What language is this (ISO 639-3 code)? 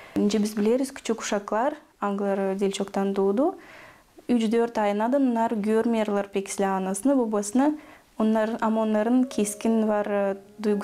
gag